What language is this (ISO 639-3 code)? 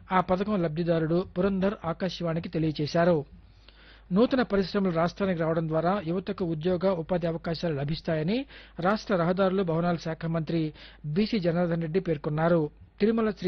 tel